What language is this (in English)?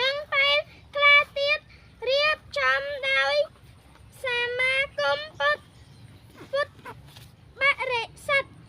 Khmer